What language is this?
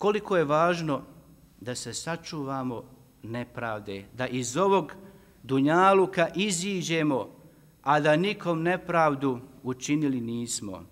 Bosnian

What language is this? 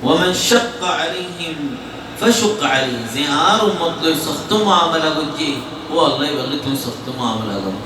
Rohingya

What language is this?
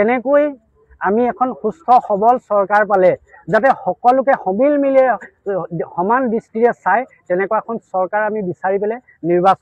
Assamese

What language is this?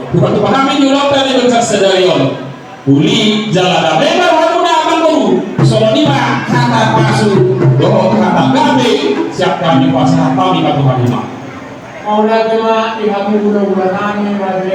Batak Toba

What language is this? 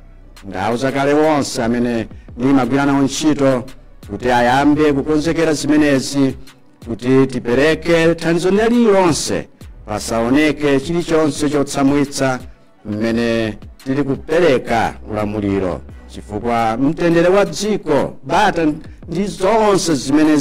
Nyanja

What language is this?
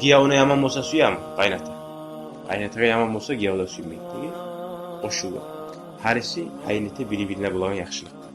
Kumyk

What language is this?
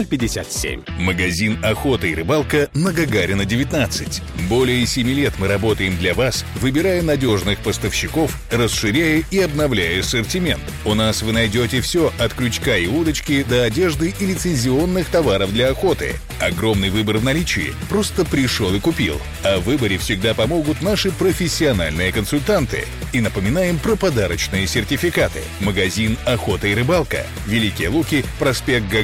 Russian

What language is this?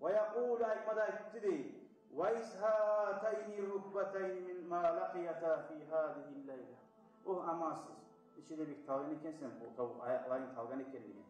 Kumyk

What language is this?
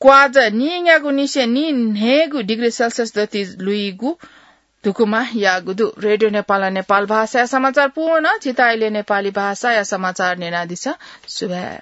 Newari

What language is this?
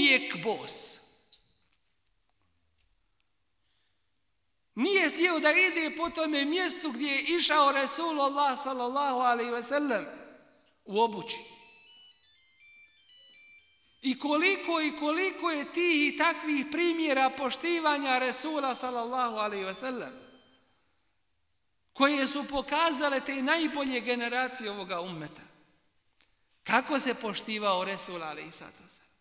Bosnian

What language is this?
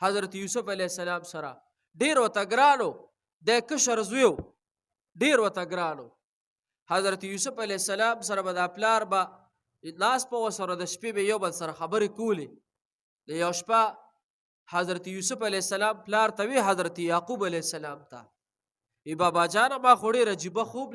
Pashto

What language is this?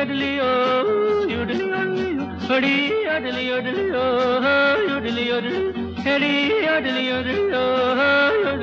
Hindi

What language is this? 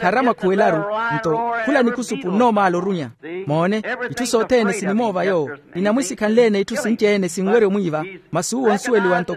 Makhuwa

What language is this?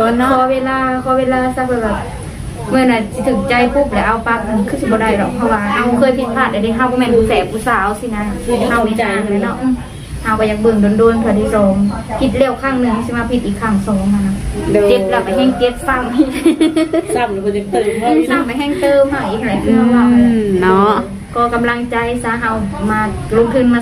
Lao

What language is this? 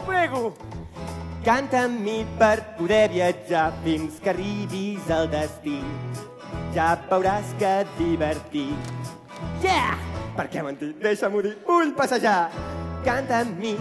Catalan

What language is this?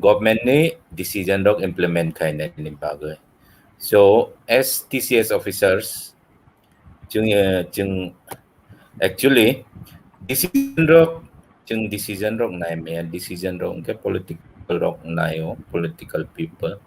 Kok Borok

